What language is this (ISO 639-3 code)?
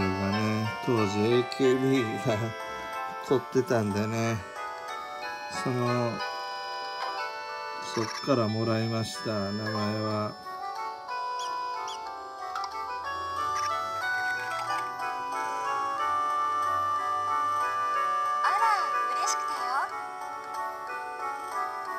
jpn